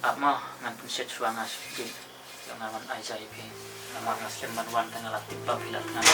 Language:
Khasi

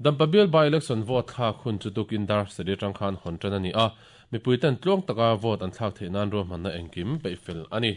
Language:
Mizo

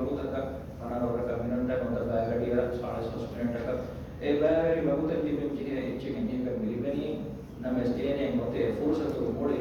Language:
Divehi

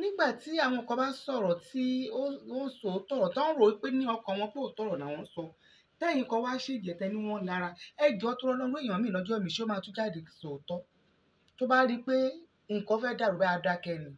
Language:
Yoruba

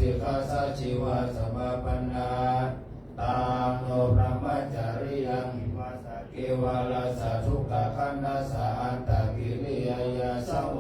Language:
Pali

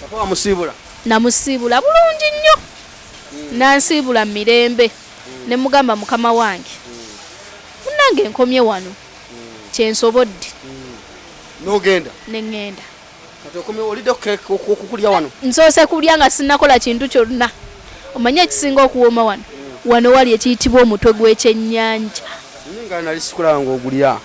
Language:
Ganda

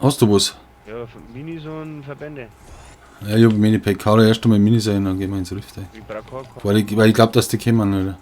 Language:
Bavarian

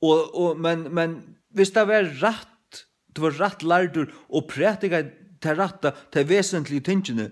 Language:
Faroese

